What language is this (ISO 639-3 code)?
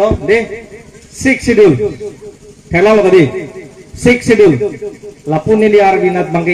mjw